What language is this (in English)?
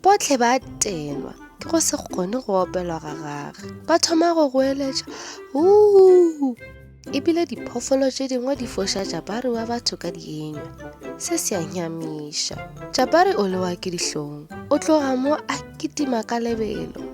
Northern Sotho